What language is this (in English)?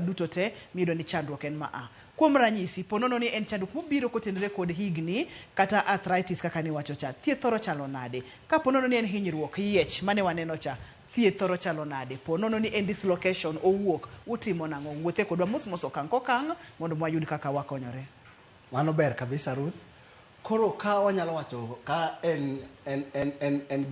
Luo (Kenya and Tanzania)